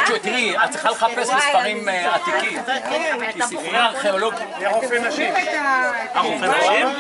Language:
Hebrew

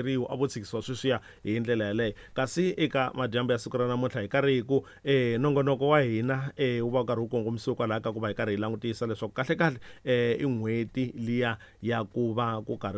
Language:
Tsonga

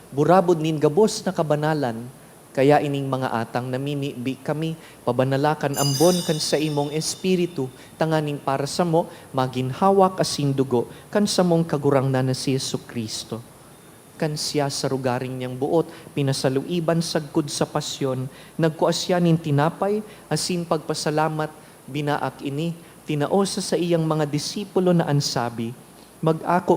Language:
Bikol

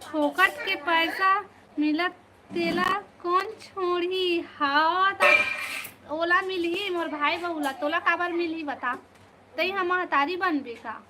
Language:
Chhattisgarhi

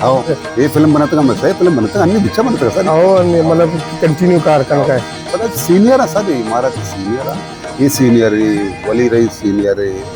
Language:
Baluchi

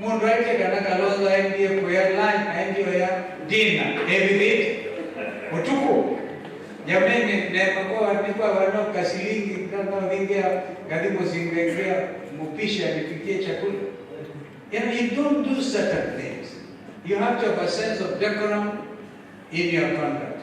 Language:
Kamba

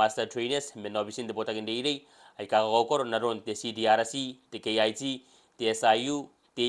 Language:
Gilbertese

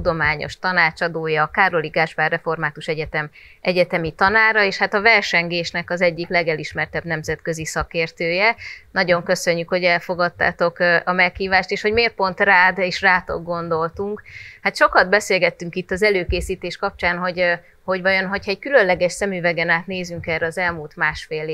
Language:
Hungarian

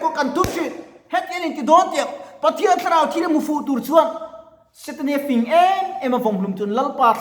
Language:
Mizo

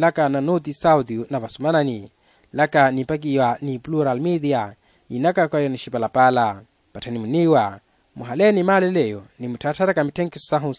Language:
Makhuwa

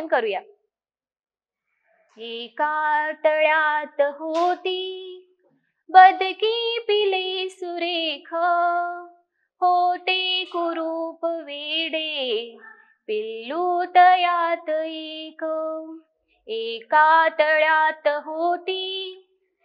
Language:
Marathi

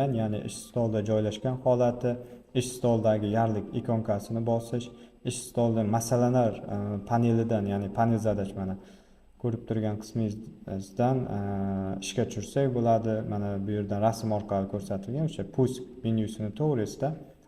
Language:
Uzbek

